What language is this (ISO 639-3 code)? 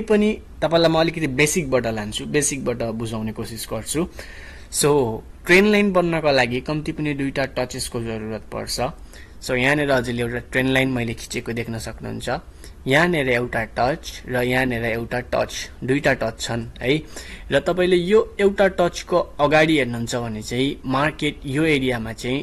nep